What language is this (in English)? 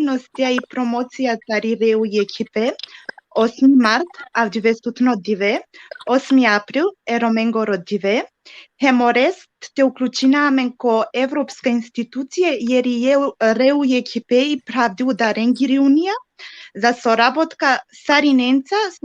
Balkan Romani